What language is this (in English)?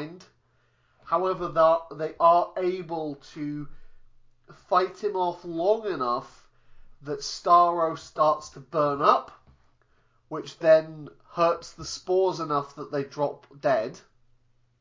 English